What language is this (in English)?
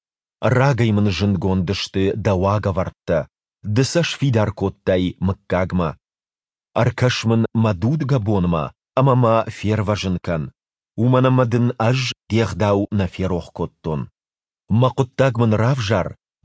Ossetic